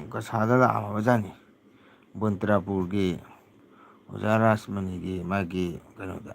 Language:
Manipuri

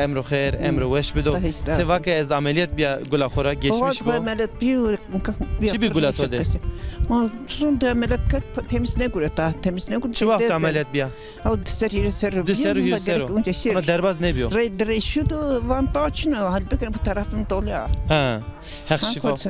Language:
Zaza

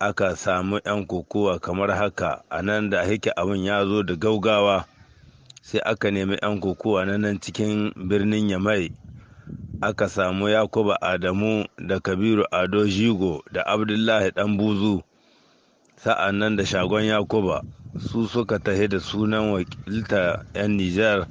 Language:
Hausa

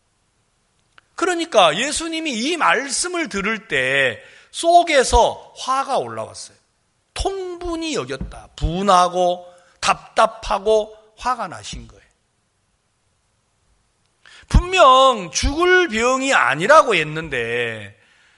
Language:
Korean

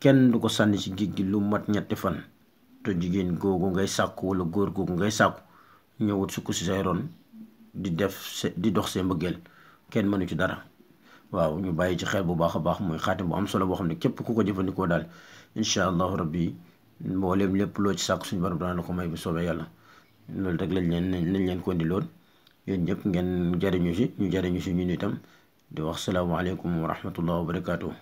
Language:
Wolof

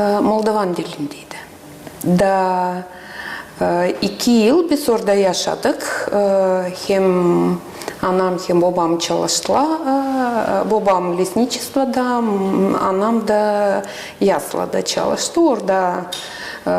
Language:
Gagauz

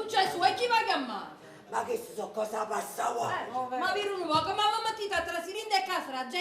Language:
Neapolitan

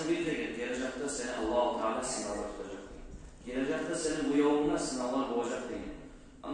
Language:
Kumyk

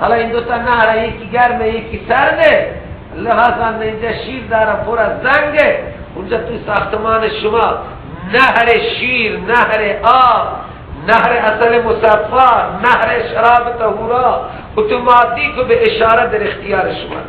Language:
Persian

